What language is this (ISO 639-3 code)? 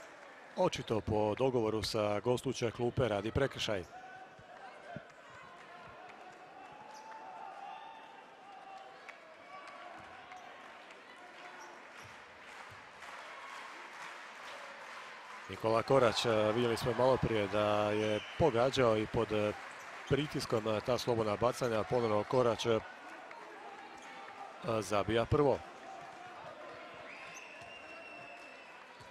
hrv